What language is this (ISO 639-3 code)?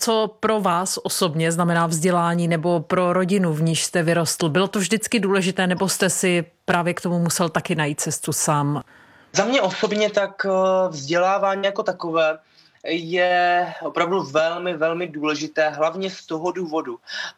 ces